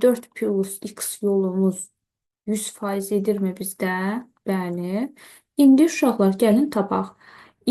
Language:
Azerbaijani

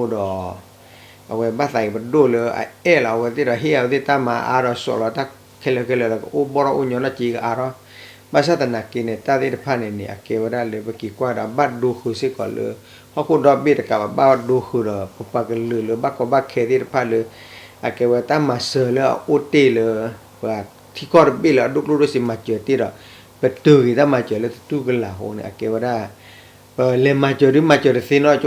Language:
S'gaw Karen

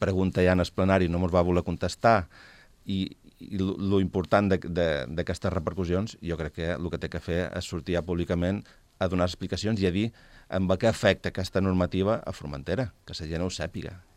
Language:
Catalan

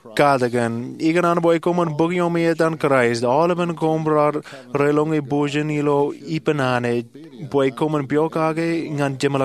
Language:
Marshallese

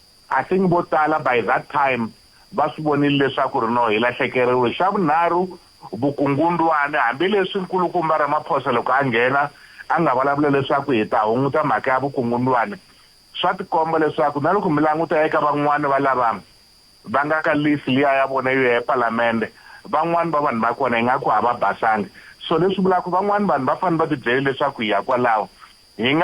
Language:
Tsonga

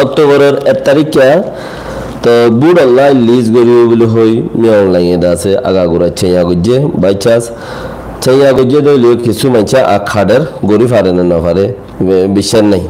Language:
Rohingya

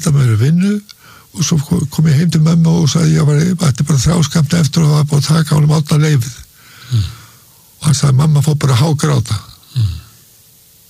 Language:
Icelandic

